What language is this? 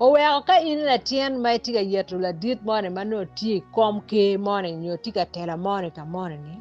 Acoli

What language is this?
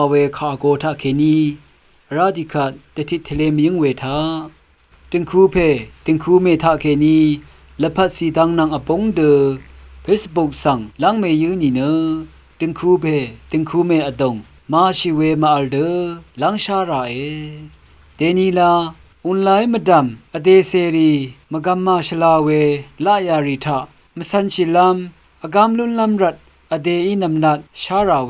Rawang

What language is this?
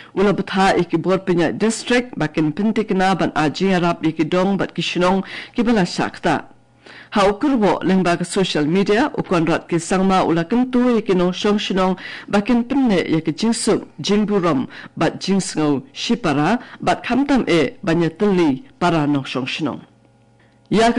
Khasi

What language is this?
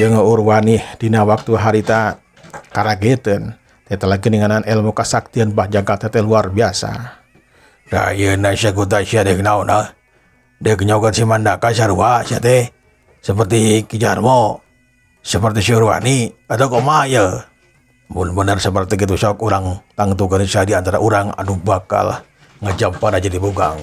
Sundanese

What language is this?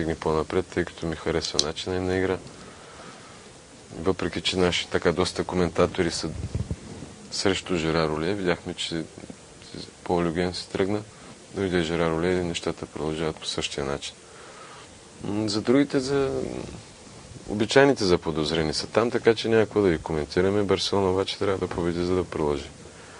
Bulgarian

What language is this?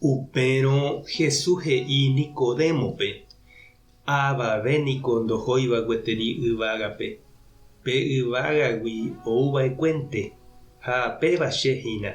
Guarani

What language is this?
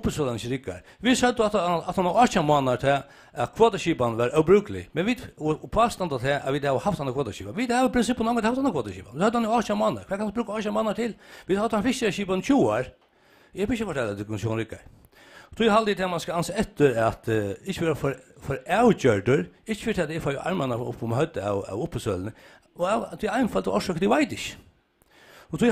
Faroese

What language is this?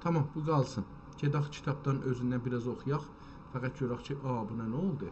South Azerbaijani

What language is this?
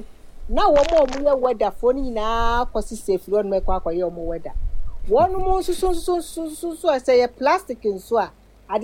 Akan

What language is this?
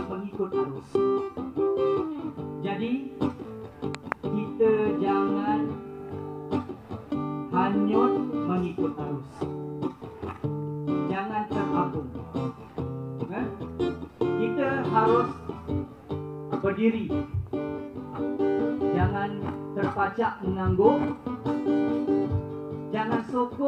Malay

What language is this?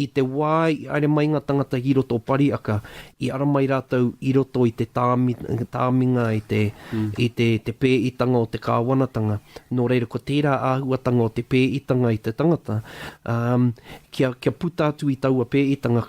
Māori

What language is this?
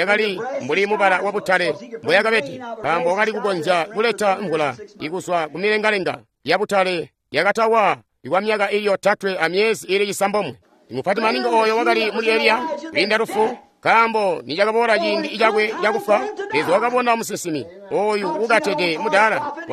Tonga (Zambia)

